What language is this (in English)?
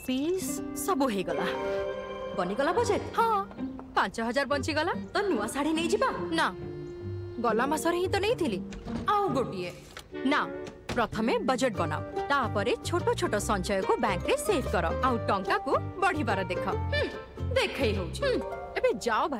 Odia